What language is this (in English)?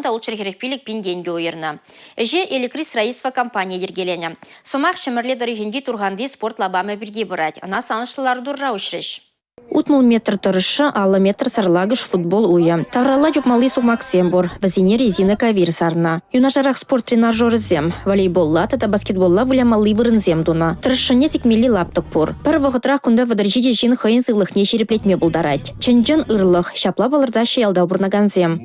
Chuvash